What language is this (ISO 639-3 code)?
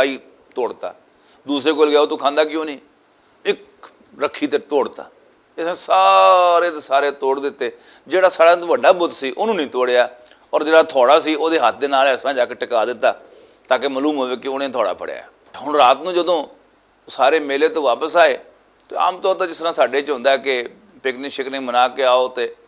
lah